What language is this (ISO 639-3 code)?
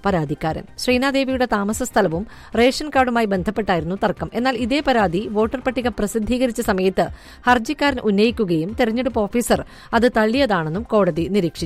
mal